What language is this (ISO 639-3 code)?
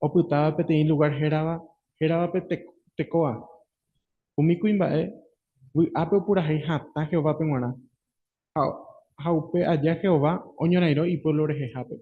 grn